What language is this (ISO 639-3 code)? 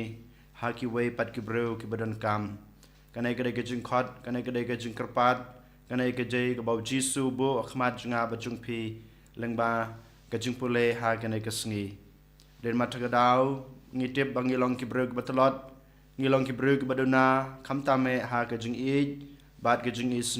kha